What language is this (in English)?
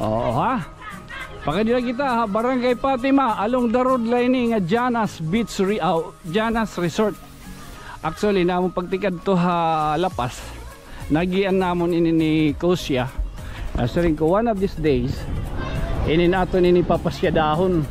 Waray